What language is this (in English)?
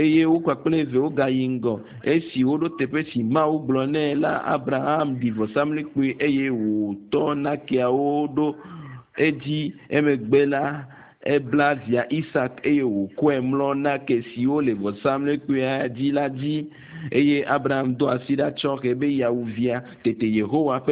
Ewe